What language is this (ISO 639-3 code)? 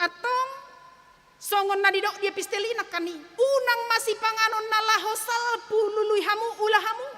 bbc